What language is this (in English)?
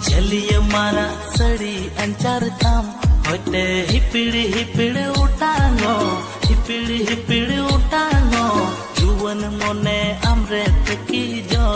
Santali